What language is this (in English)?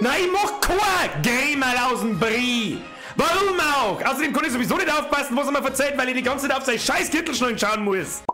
Bavarian